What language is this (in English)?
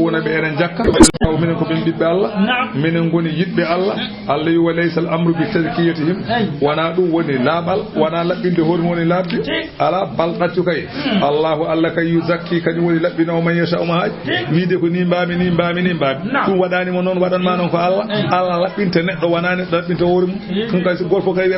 Fula